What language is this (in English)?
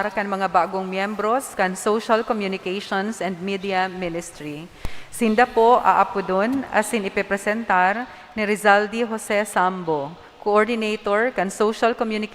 Bikol